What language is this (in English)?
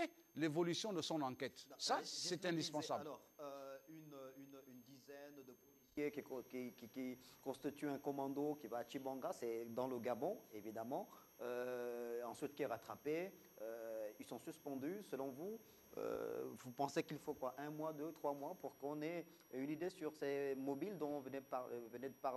French